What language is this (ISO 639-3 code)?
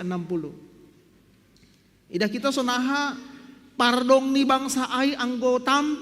bts